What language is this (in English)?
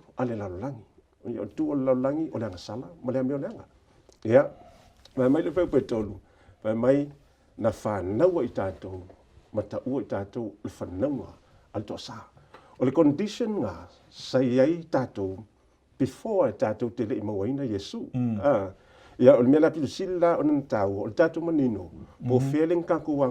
Samoan